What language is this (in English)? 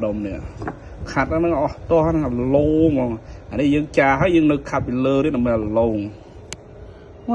Khmer